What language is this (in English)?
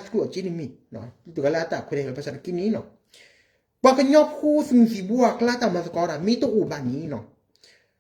S'gaw Karen